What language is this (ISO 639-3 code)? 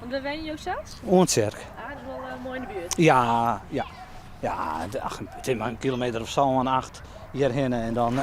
fry